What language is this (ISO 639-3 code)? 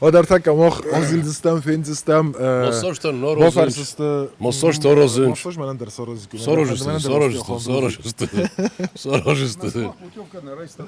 oss